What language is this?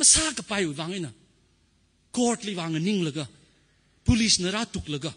Tangkhul Naga (India)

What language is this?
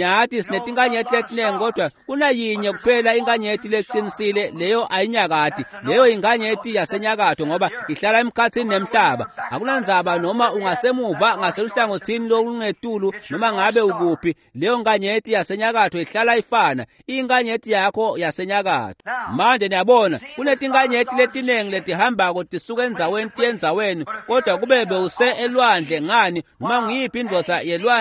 Swati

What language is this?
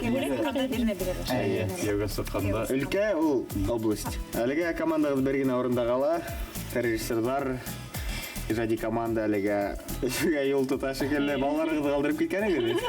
Bashkir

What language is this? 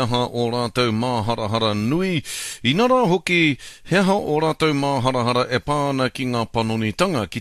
Māori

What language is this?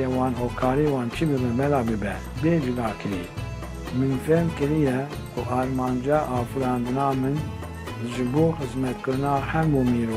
Kurdish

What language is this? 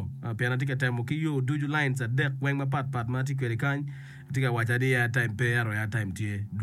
Acoli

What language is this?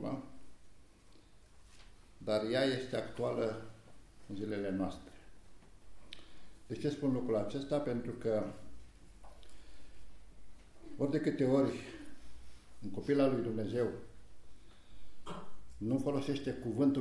Romanian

